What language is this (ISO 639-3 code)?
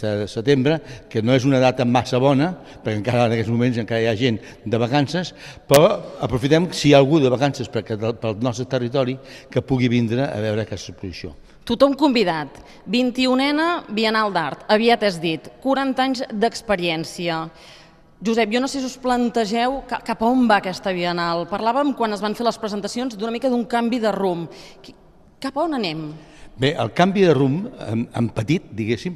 cat